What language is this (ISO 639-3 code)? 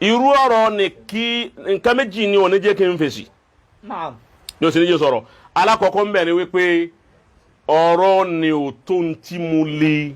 yor